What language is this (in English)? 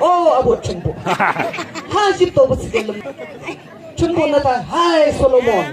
Yimchungru Naga